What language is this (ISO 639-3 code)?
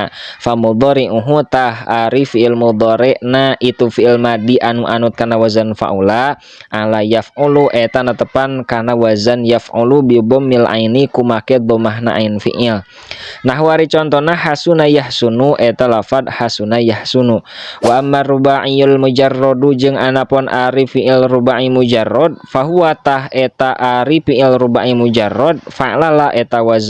sun